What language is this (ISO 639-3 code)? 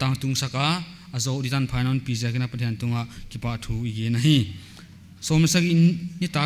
pck